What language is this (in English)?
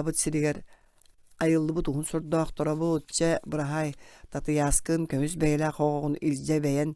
Yakut